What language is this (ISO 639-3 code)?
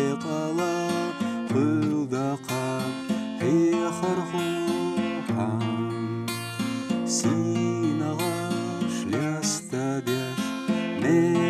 che